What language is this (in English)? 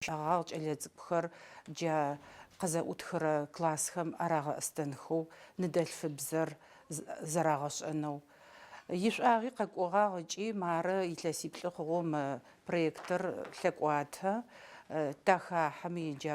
Adyghe